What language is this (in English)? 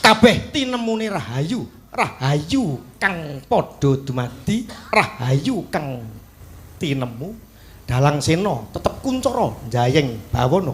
Javanese